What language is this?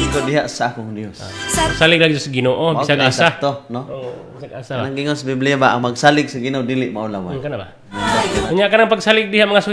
Cebuano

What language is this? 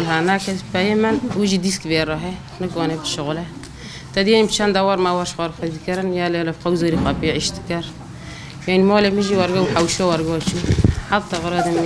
Kurdish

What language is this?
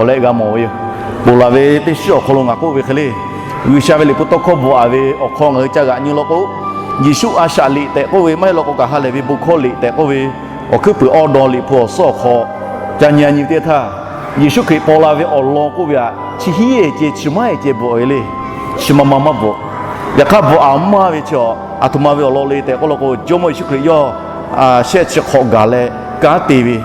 Lahu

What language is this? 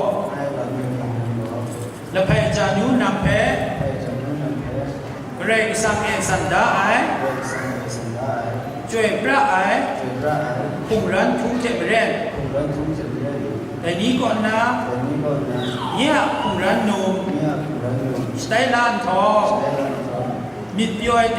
Kachin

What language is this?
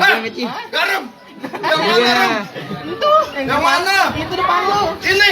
Betawi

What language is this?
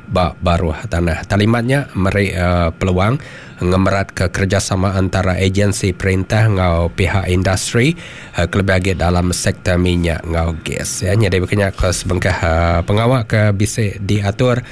Iban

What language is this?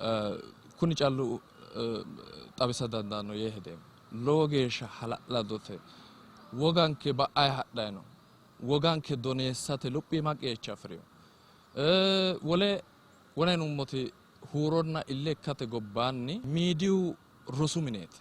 Sidamo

